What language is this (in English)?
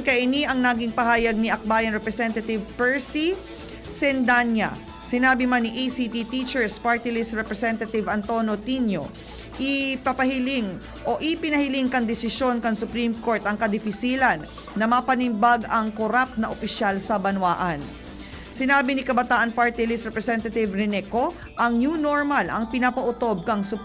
Bikol